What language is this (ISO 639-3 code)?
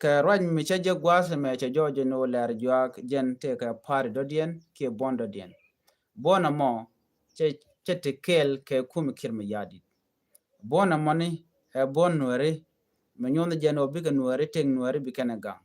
nus